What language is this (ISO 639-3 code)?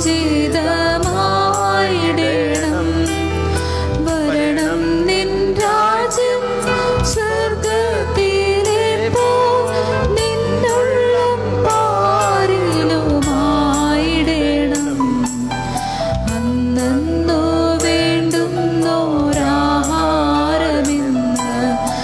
mal